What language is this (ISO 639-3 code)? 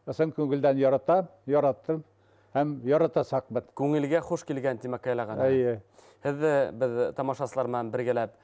bak